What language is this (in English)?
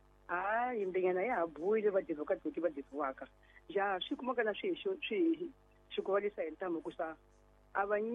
Tsonga